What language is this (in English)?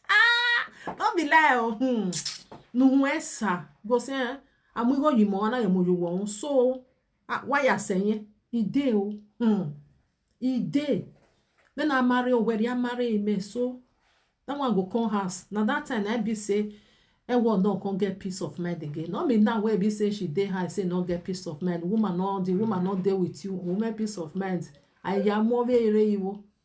Nigerian Pidgin